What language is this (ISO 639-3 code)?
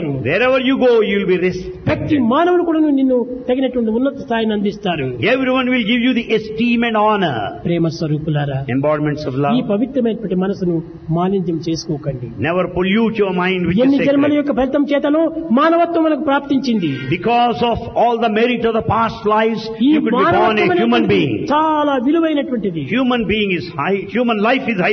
tel